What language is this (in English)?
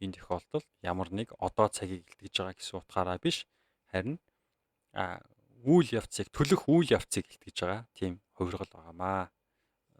Mongolian